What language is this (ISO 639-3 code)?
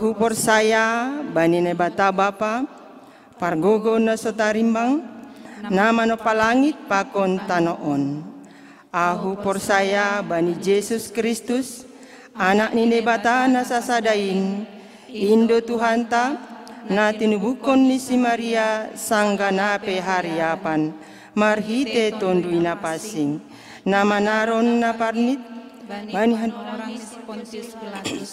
bts